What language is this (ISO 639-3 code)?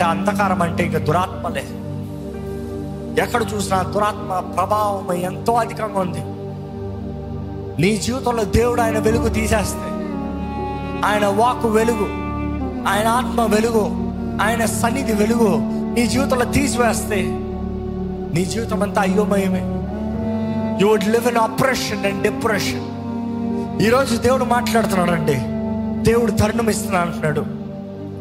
tel